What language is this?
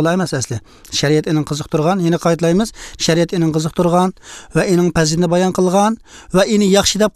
Uyghur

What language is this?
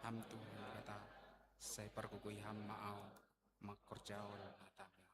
Batak Simalungun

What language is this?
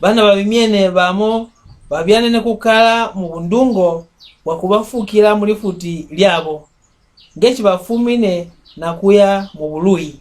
Mbunda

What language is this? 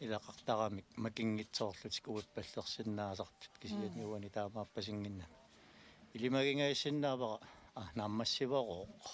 Kalaallisut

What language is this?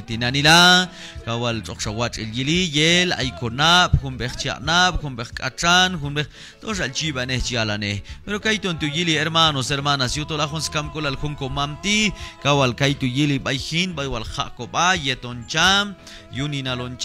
Q'anjob'al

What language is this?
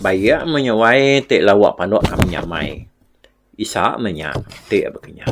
Iban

